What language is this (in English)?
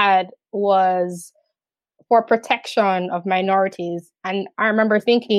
English